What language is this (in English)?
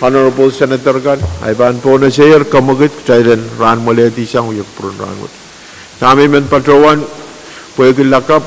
Pohnpeian